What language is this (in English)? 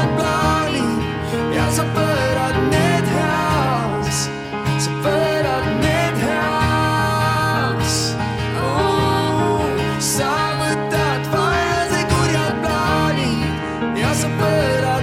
Estonian